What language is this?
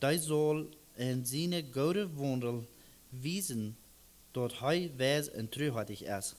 Plautdietsch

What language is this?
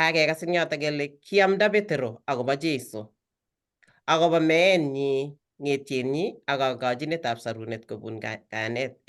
Kalenjin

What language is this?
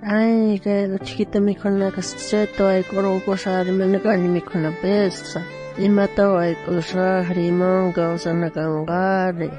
South Bolivian Quechua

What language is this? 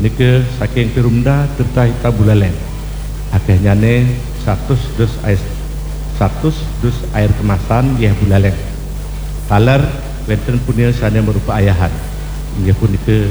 Balinese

